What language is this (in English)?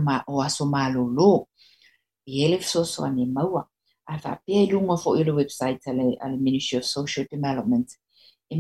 Samoan